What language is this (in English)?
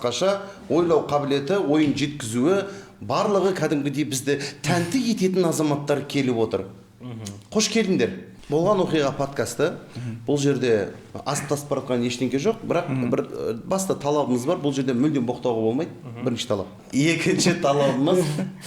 Kazakh